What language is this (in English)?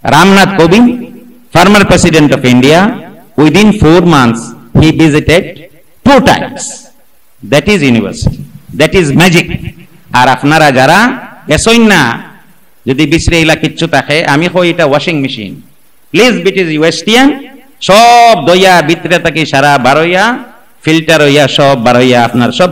Sylheti